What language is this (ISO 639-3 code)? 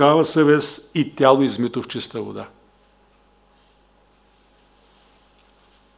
bul